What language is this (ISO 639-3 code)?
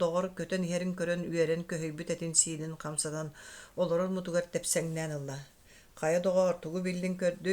sah